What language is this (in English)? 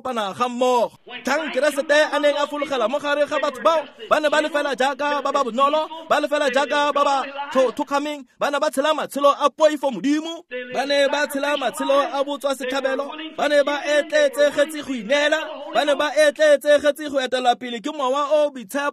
Tswana